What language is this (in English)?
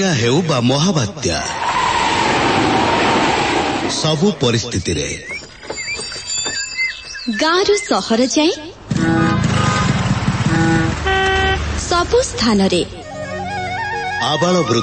Odia